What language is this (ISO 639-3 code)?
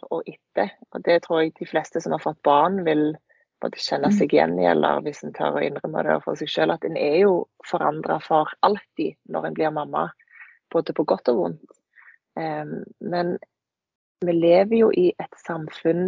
nor